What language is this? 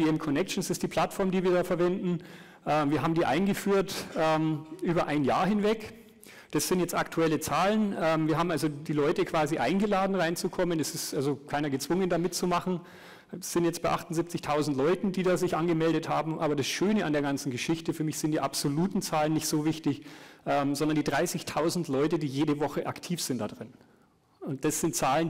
German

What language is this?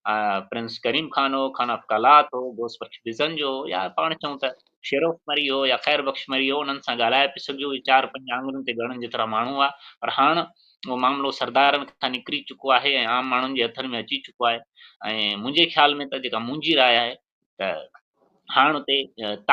Sindhi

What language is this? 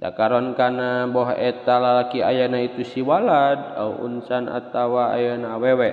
Sundanese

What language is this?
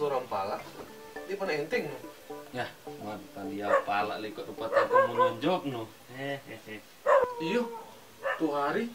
Manado Malay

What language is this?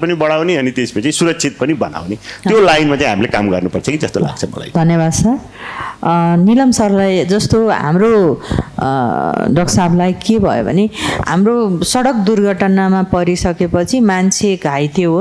Nepali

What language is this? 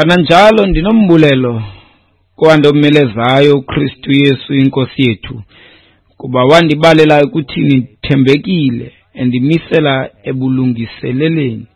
Xhosa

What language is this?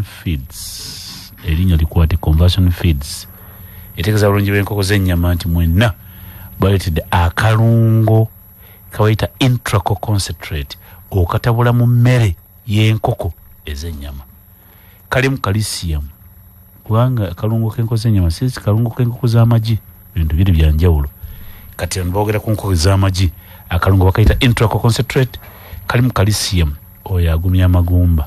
Ganda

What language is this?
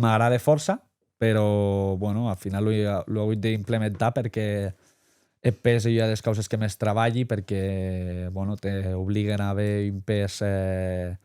Occitan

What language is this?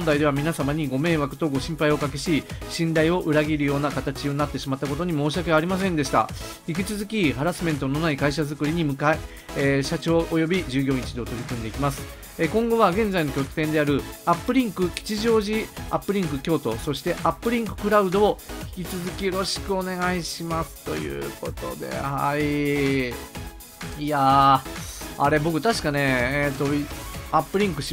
Japanese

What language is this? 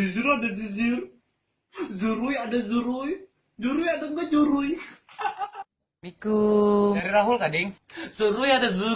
Banjar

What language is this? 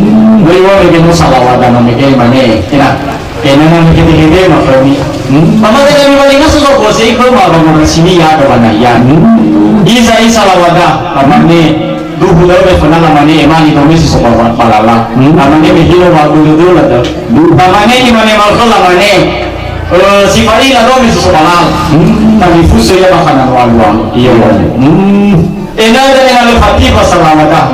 Nias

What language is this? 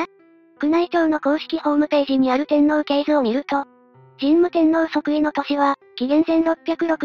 Japanese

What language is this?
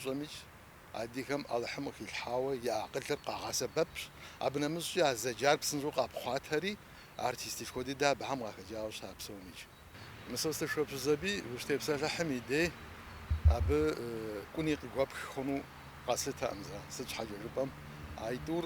Kabardian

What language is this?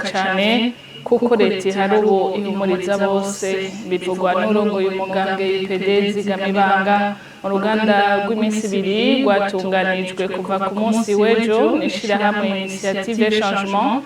Rundi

